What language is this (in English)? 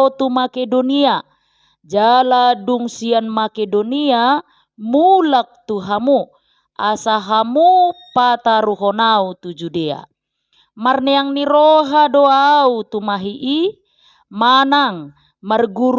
Batak Toba